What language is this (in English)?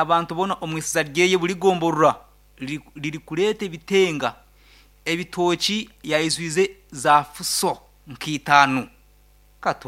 Nyankole